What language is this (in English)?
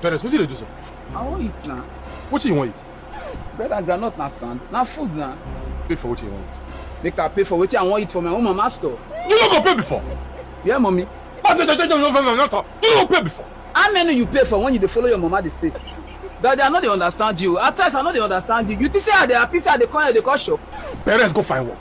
Nigerian Pidgin